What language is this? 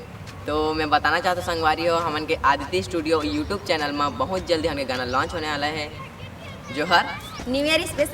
Chhattisgarhi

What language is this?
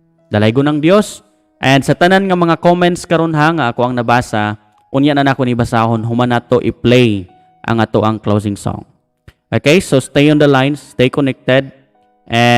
Cebuano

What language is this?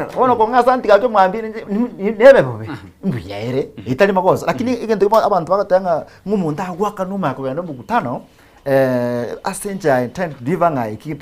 Gusii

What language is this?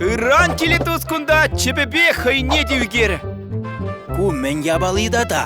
Chuvash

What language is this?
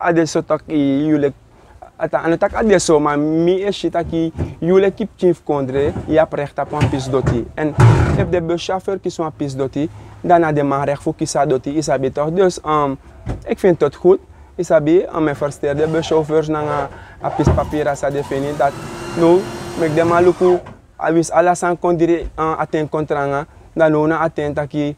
Sranan Tongo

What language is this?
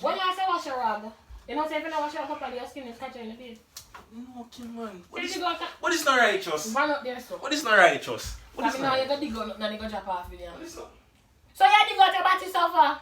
Jamaican Creole English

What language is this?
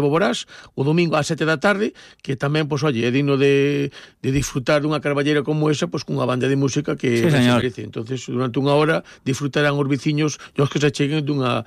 Galician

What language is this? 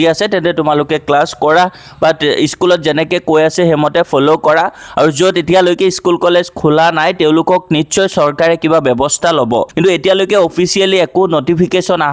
Assamese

